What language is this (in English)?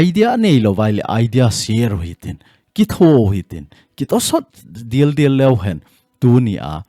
Thado Chin